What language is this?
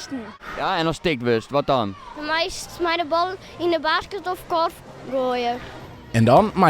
Western Frisian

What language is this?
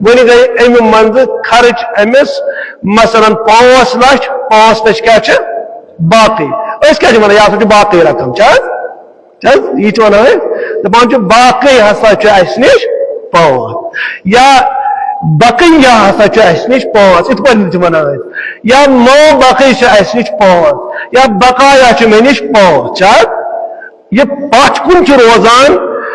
Kashmiri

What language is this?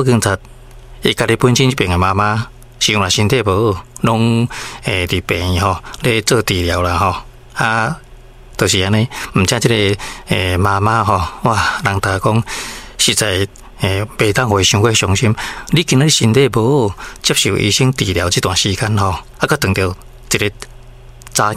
Min Nan Chinese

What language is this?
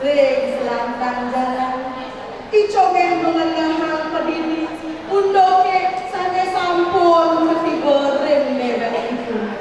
Balinese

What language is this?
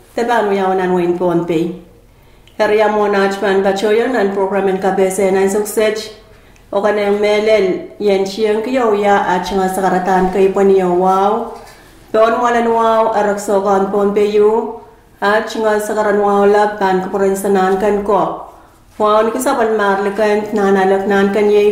Pohnpeian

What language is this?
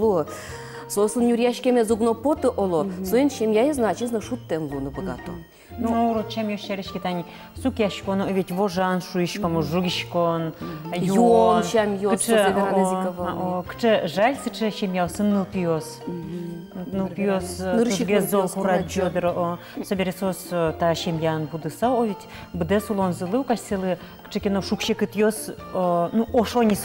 Udmurt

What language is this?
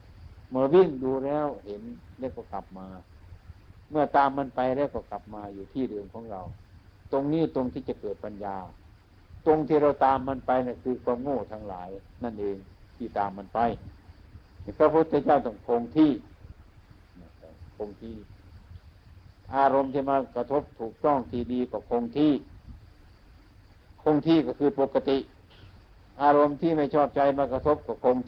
Thai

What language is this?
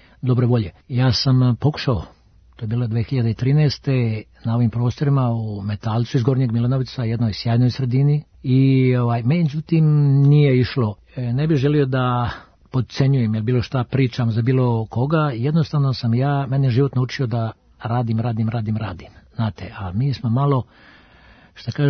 Serbian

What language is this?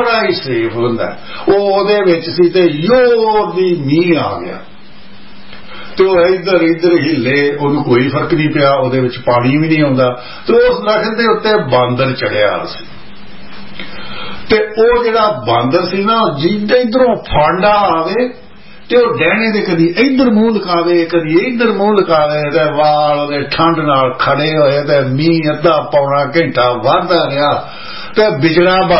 Punjabi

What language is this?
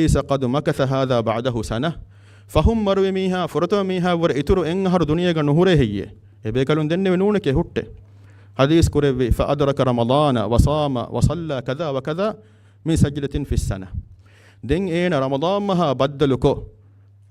Divehi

